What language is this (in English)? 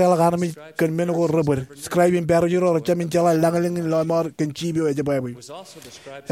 Marshallese